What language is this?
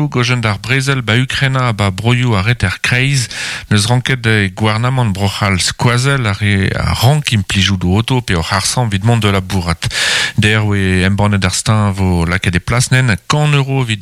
Breton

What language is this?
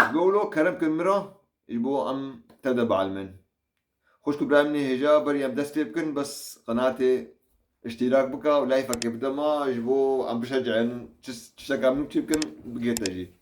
Kurdish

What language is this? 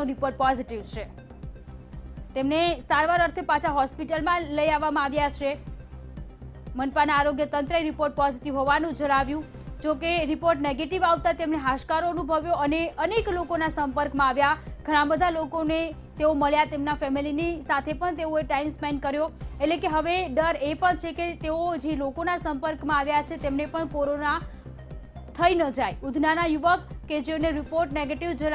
Gujarati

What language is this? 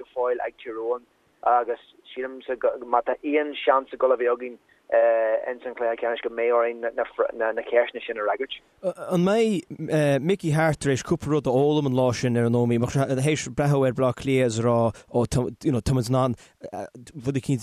Irish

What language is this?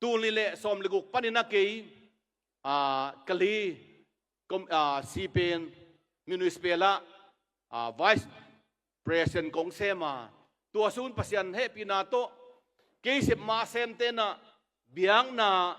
Tedim Chin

